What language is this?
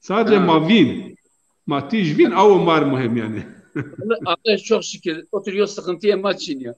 Zaza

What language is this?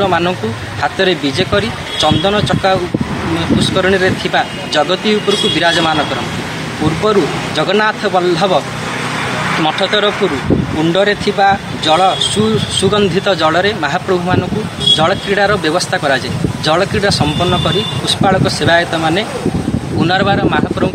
Odia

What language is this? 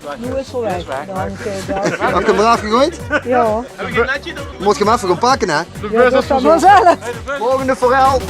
Limburgish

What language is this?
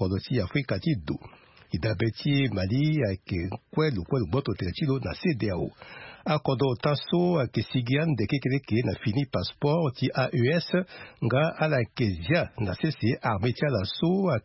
Sango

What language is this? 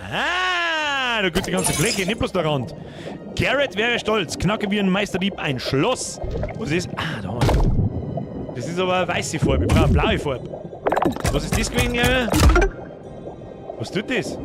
Bavarian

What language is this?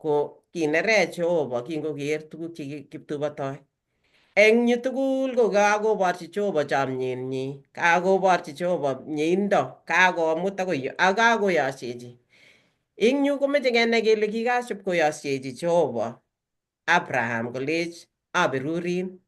Kalenjin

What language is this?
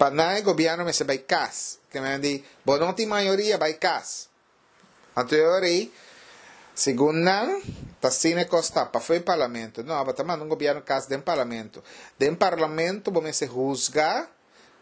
Papiamento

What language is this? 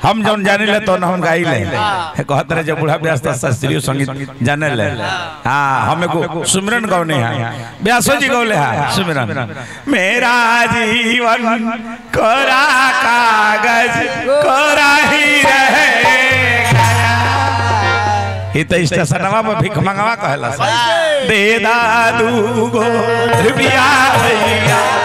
Bhojpuri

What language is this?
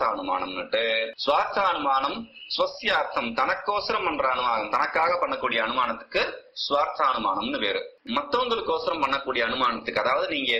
Tamil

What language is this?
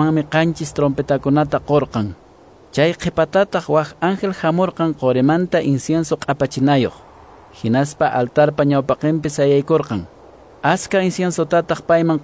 Quechua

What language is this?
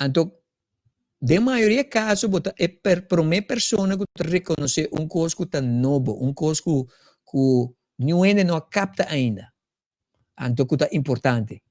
Papiamento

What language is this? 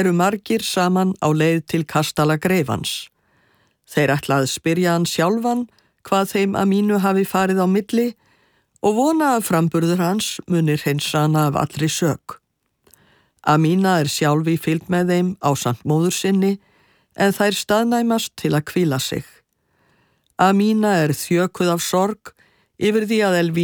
Icelandic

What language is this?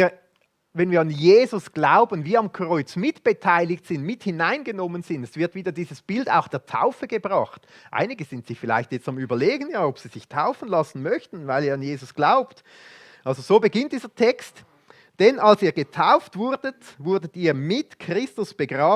Swiss German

